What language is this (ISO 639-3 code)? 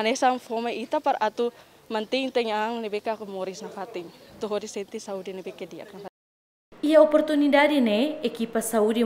tet